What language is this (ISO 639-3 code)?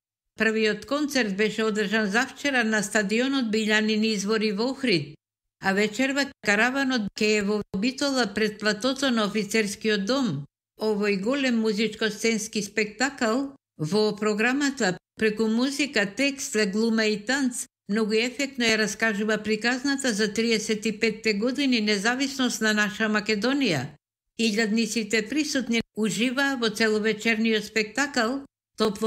mkd